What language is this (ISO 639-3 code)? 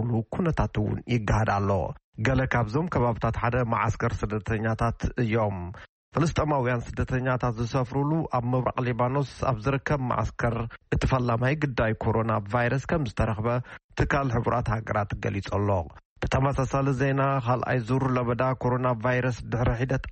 tir